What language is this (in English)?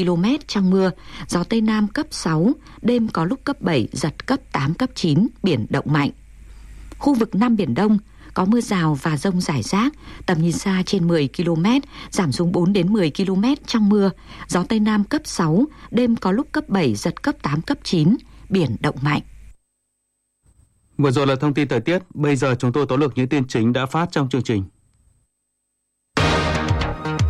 Vietnamese